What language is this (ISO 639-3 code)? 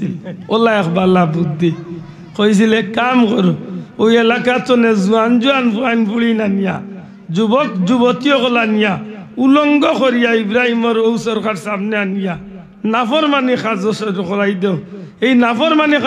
syl